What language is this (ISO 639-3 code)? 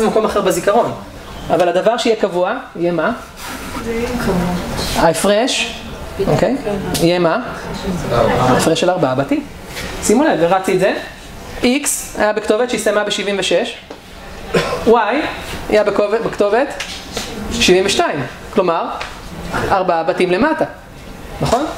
heb